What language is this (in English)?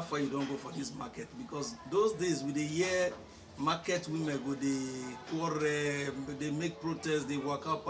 Nigerian Pidgin